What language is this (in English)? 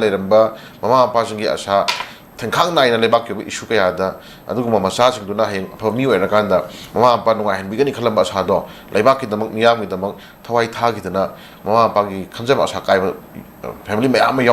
Manipuri